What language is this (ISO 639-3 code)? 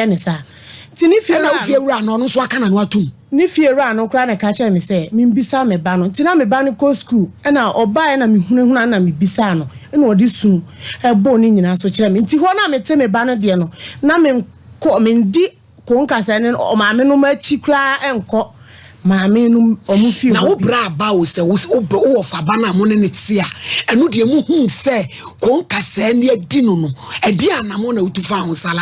aka